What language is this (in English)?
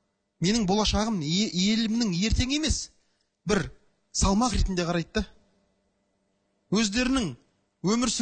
Kazakh